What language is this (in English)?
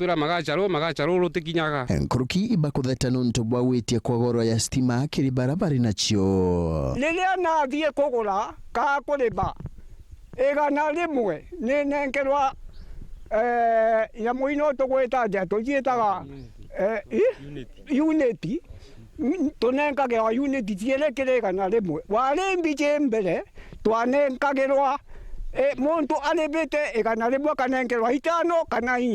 Meru